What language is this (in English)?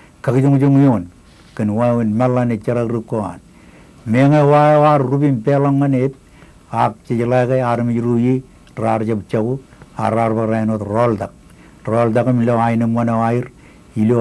Marshallese